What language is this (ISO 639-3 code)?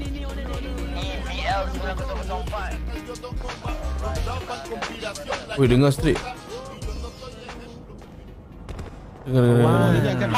msa